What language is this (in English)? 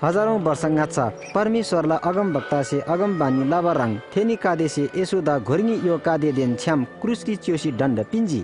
Eastern Tamang